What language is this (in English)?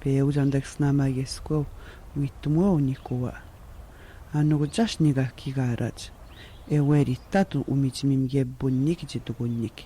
Atikamekw